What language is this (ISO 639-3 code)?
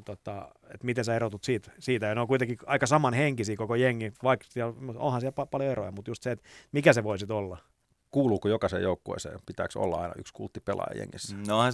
fin